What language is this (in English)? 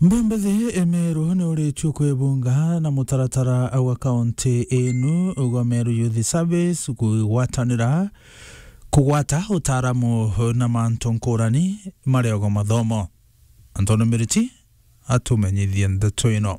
Meru